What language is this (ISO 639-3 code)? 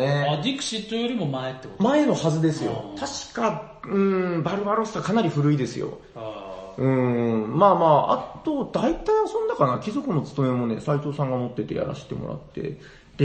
jpn